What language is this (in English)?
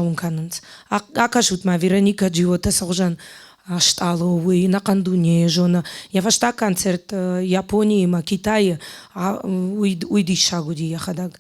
Ossetic